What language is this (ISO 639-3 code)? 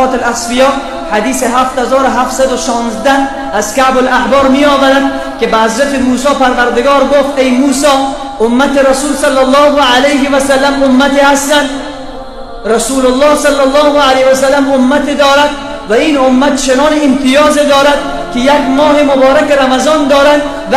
fas